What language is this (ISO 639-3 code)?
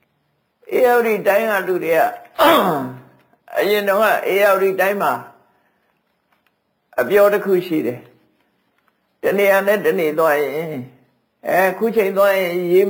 mya